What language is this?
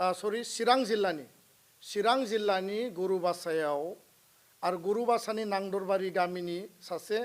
Bodo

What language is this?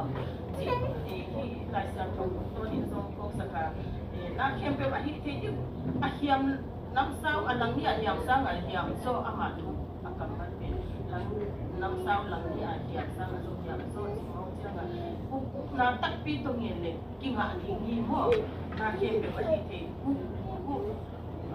Tedim Chin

